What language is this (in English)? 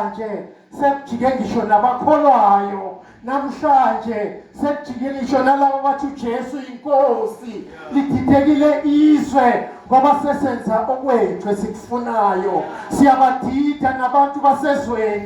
Zulu